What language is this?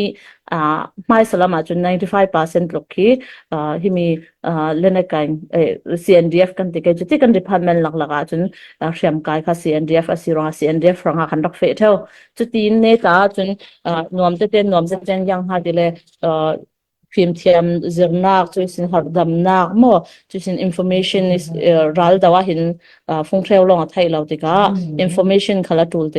Falam Chin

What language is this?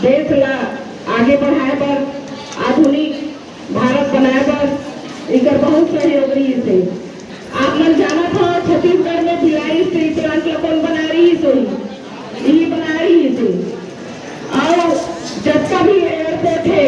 Chhattisgarhi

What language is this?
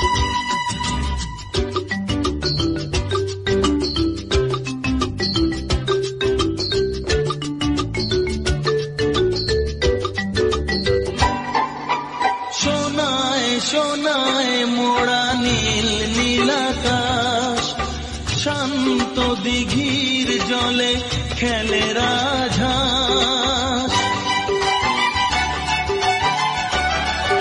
Bangla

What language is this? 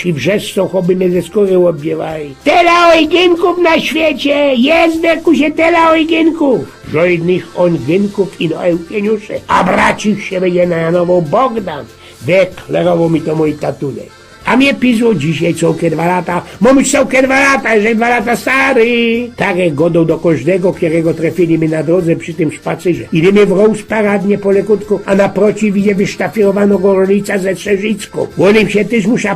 Silesian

